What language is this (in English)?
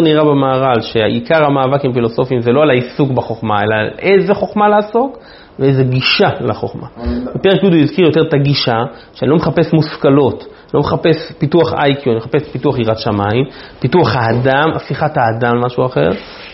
Hebrew